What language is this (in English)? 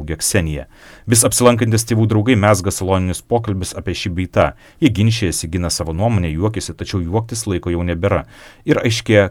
Lithuanian